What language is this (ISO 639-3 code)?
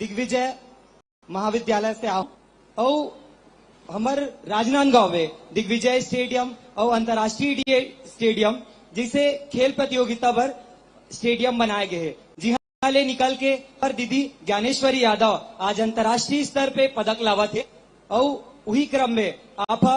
hne